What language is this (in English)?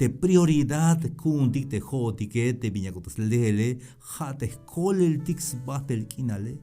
Tzeltal